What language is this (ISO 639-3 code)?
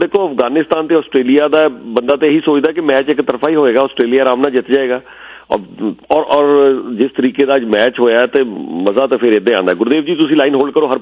pan